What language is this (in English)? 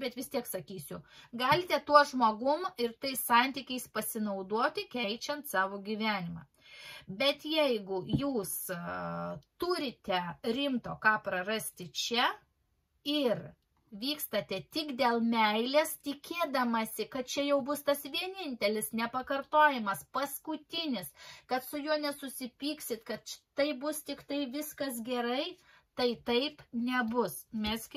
Lithuanian